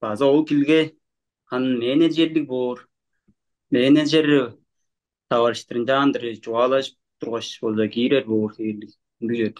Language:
Tuvinian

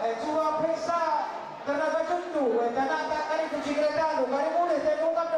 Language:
Batak Karo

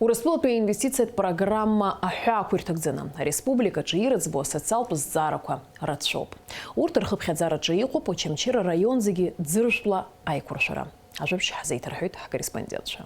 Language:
Abkhazian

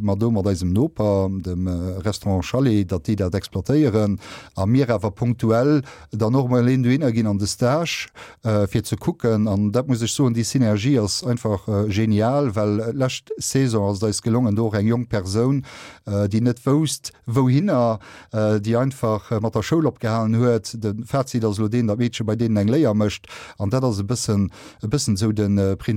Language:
Luxembourgish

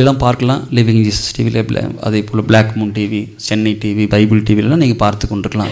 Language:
Tamil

